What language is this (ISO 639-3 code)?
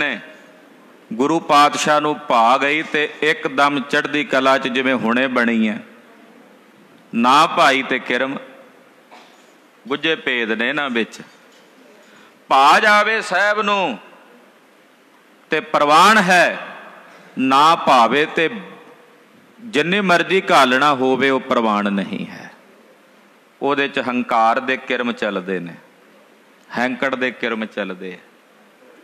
pan